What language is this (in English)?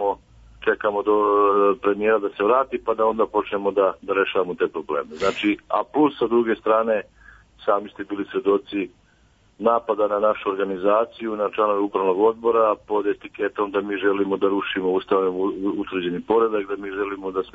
Serbian